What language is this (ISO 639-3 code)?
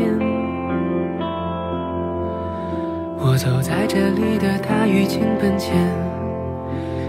zho